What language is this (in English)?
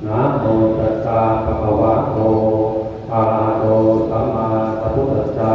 Pali